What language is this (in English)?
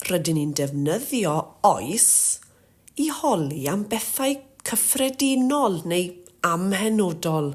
Welsh